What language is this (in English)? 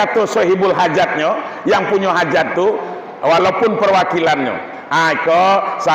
Minangkabau